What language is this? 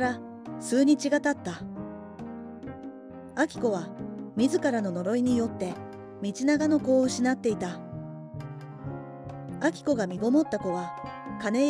Japanese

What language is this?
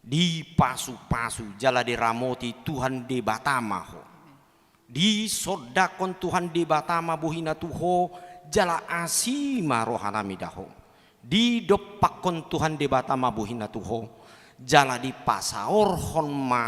Batak Toba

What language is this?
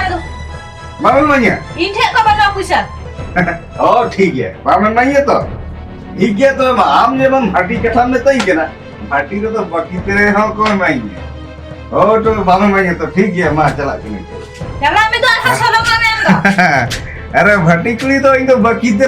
Santali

